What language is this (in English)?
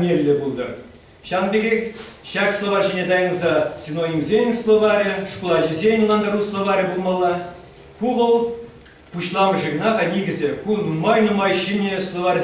Chuvash